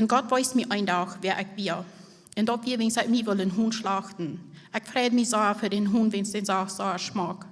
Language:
Plautdietsch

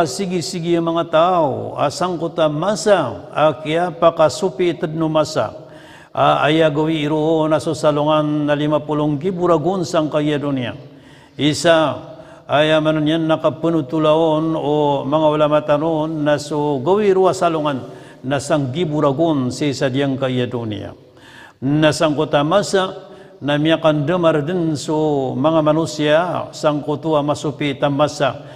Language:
Maranao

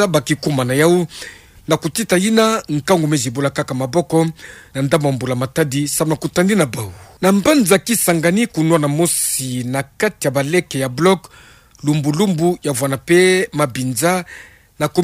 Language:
Kituba (Democratic Republic of Congo)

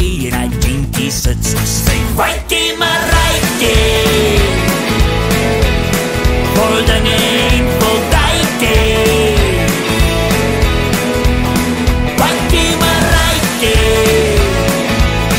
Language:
Afrikaans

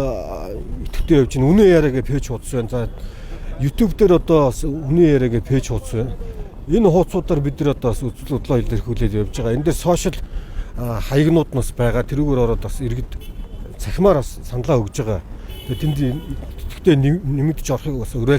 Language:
Mongolian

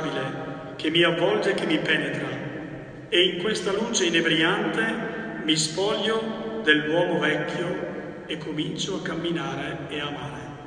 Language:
Italian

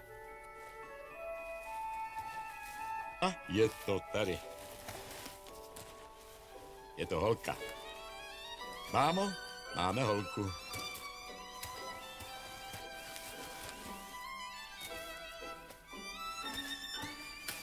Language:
Czech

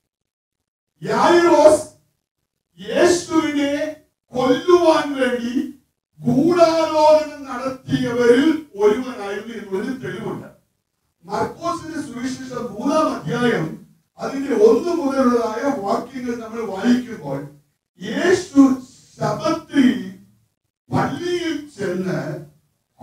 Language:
Malayalam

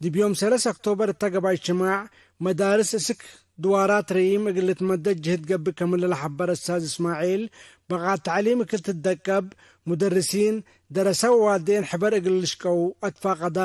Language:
Tigre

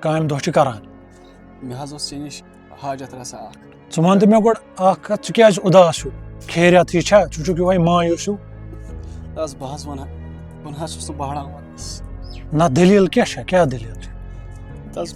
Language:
Kashmiri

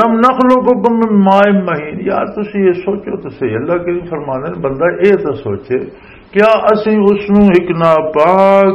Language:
Western Panjabi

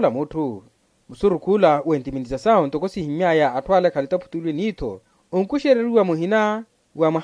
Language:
Makhuwa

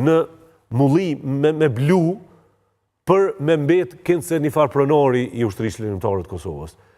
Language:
Albanian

